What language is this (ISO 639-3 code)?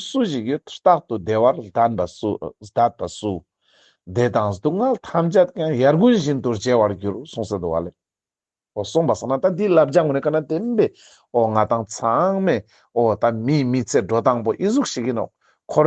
lbj